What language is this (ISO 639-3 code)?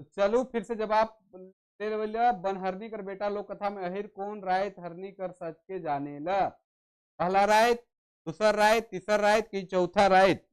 sck